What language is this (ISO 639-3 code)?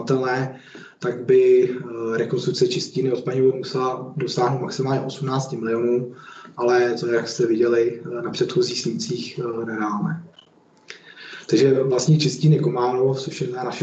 ces